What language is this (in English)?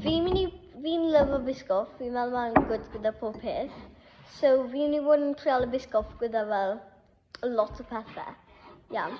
Welsh